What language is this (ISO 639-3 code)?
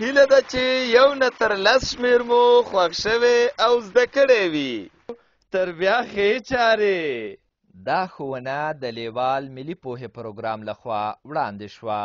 pus